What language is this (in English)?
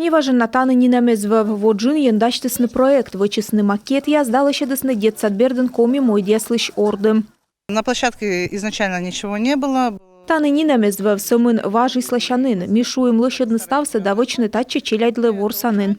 Komi